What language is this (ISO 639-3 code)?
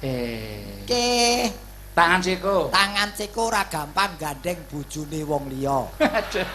jav